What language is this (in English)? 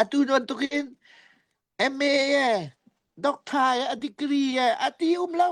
Hakha Chin